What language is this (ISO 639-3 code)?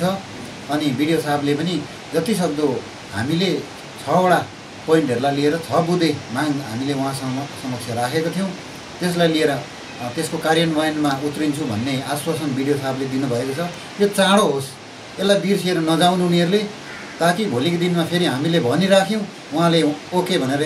nep